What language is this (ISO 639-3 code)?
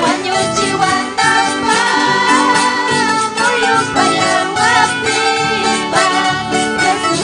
quy